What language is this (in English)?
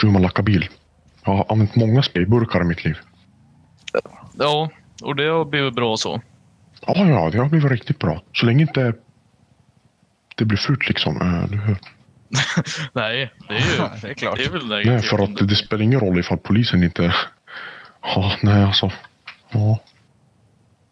Swedish